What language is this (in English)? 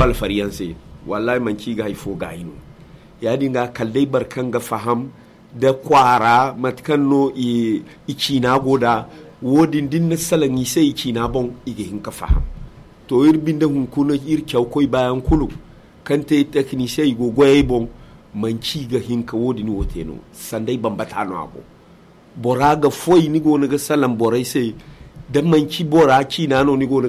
Zarma